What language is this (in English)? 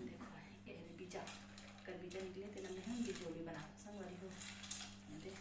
Chhattisgarhi